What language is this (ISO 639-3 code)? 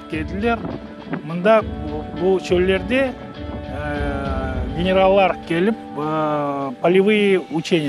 crh